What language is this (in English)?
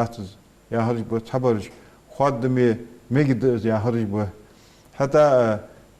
Ingush